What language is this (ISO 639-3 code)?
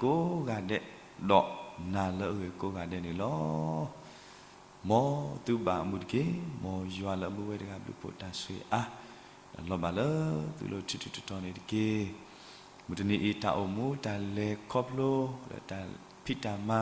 ksw